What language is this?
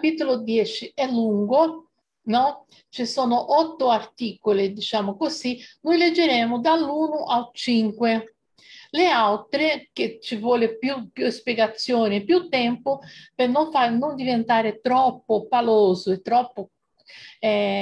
Italian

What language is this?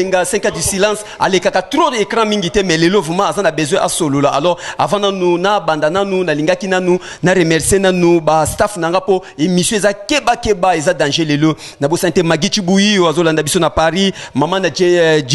Lingala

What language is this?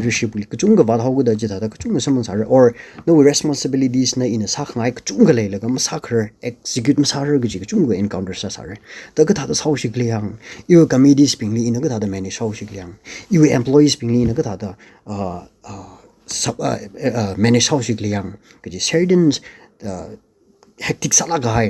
Tangkhul Naga (India)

